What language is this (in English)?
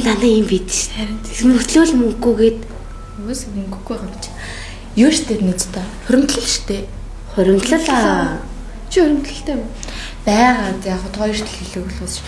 Mongolian